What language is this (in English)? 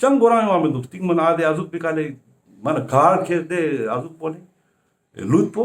Ladakhi